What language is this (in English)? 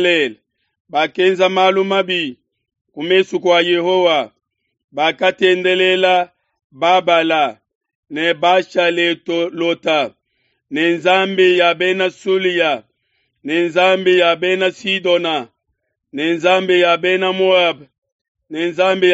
Luba-Lulua